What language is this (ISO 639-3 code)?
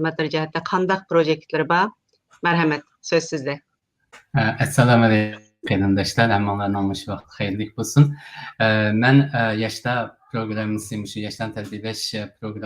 uig